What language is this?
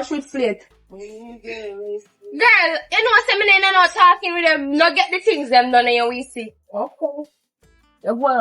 Jamaican Creole English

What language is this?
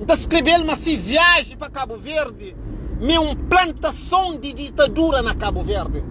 Kabuverdianu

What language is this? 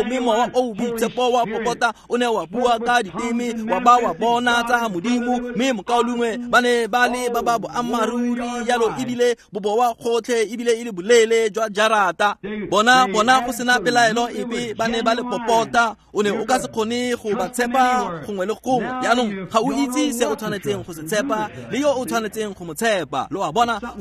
Tswana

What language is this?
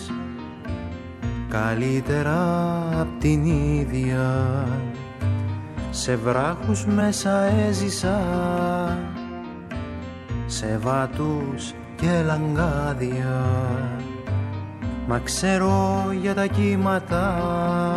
Greek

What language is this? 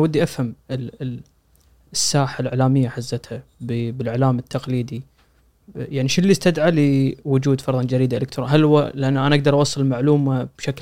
Gulf Arabic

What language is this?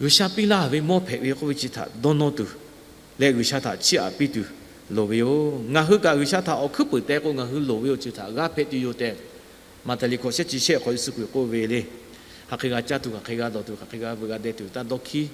Lahu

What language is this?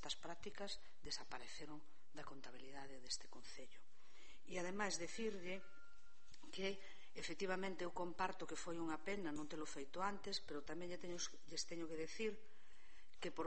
Galician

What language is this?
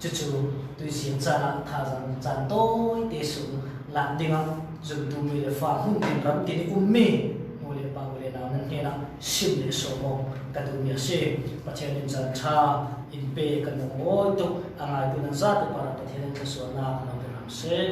Falam Chin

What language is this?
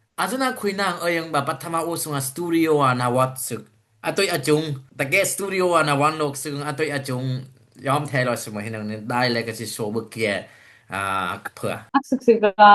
Dimasa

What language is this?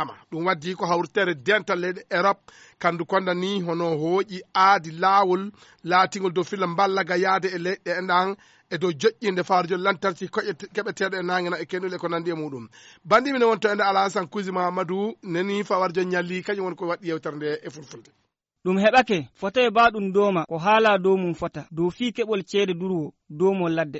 Fula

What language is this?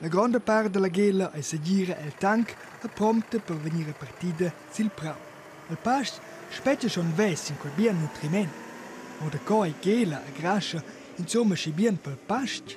Romansh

